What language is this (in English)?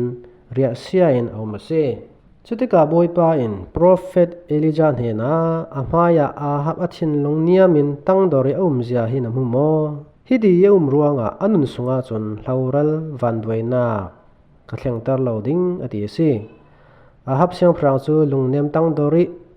Falam Chin